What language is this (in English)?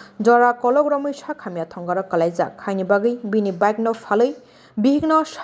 Kok Borok